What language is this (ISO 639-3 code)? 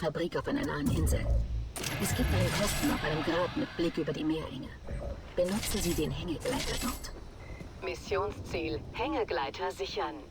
bar